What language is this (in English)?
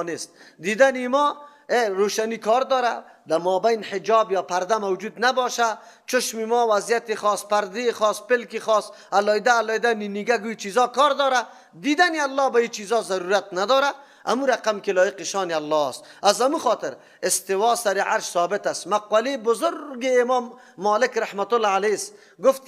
Persian